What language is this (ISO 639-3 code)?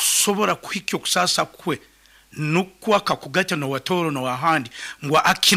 nyo